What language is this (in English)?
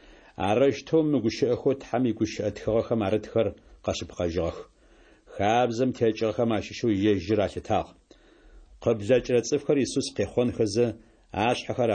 Adyghe